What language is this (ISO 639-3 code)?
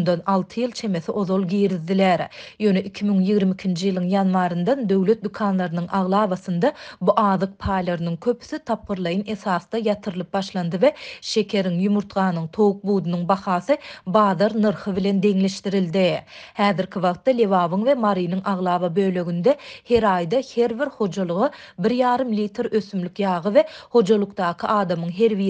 tuk